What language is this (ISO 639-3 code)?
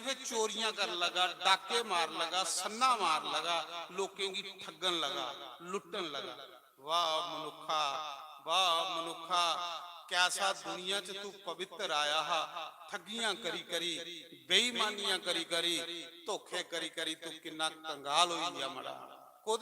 doi